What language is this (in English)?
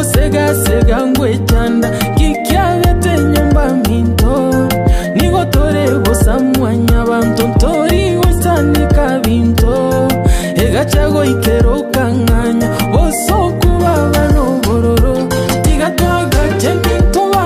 Gusii